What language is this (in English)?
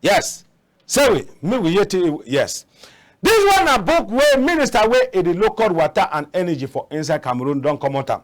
Cameroon Pidgin